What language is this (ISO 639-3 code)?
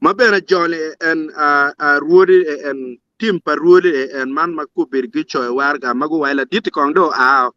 ach